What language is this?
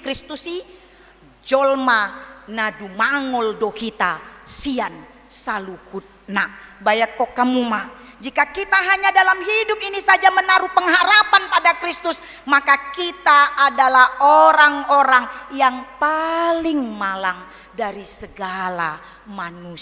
Batak Toba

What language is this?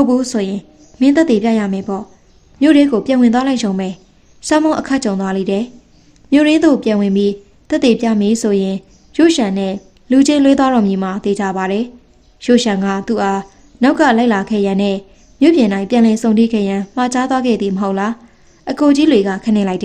Burmese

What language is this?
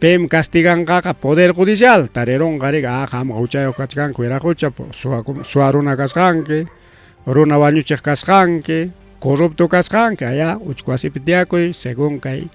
Ayacucho Quechua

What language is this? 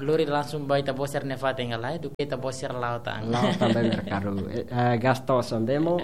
Tetum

